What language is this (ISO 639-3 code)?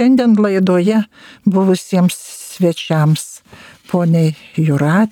lit